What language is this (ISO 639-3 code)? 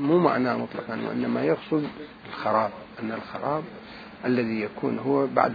acm